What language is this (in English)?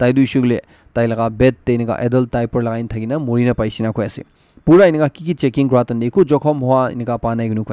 Naga Pidgin